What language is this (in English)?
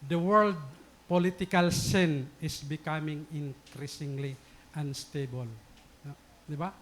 Waray